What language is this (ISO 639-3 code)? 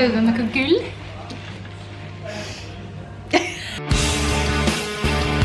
nor